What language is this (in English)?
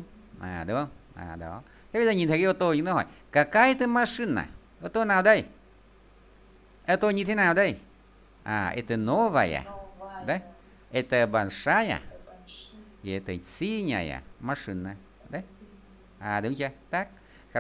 Vietnamese